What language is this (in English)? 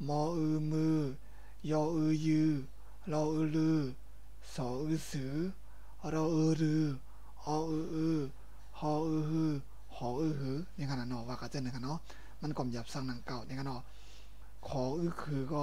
Shan